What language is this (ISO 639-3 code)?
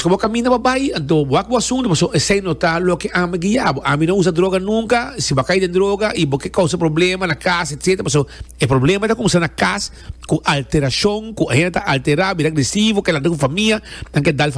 pap